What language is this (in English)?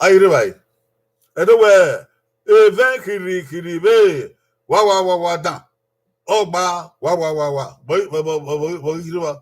Bini